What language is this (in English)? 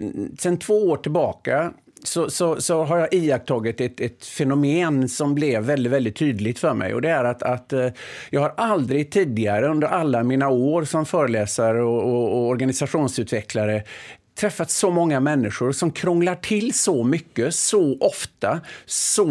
Swedish